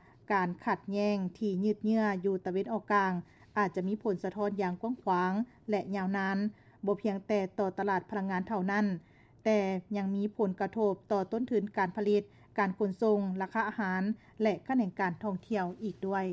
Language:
Lao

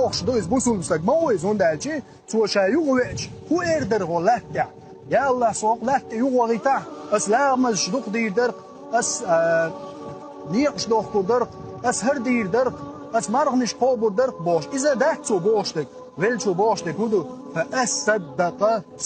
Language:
Chechen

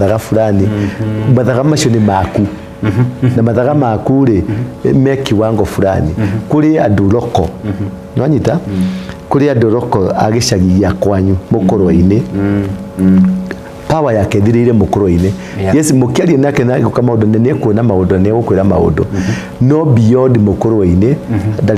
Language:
Kikuyu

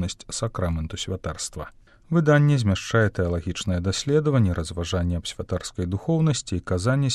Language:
Belarusian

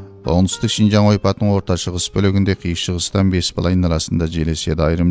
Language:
Kazakh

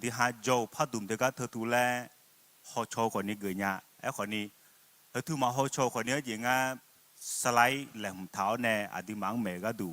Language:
Akha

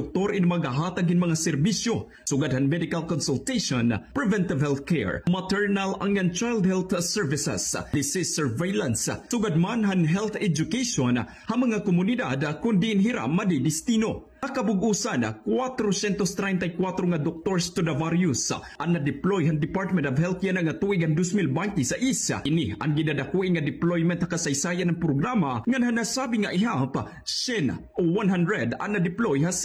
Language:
Waray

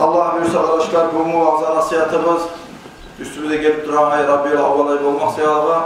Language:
Kumyk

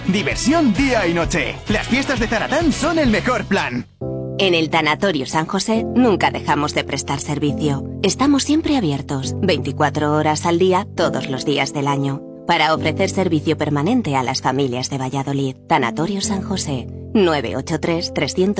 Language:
Spanish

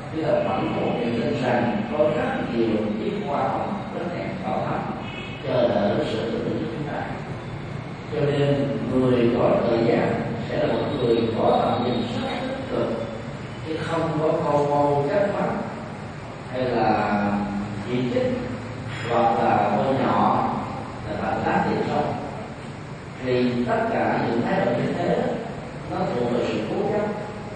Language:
Vietnamese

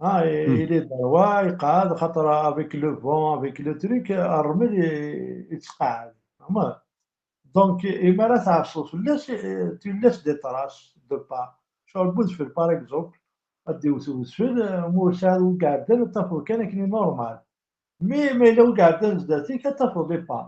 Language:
Kabyle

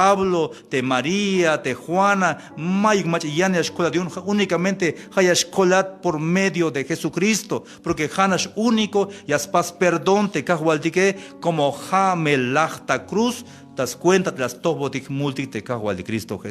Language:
Tzeltal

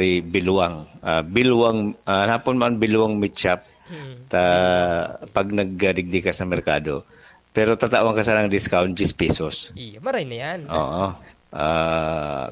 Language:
Bikol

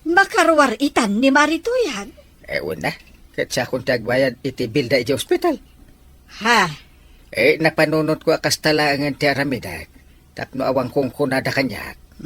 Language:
Iloko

